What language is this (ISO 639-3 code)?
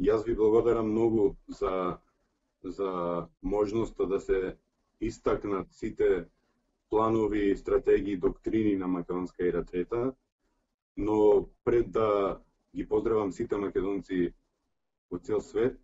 mkd